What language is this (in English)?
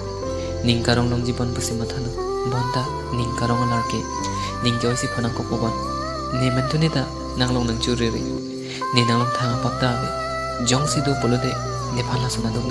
Karbi